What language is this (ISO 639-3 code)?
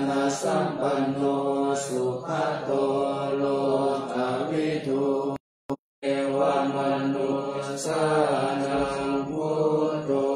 pli